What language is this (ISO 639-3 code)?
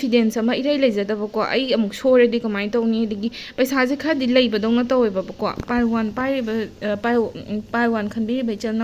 mni